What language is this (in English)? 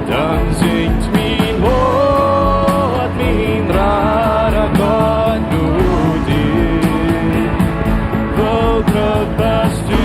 Plautdietsch